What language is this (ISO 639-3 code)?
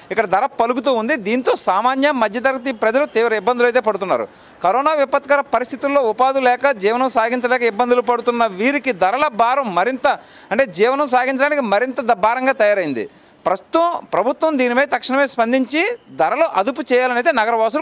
tel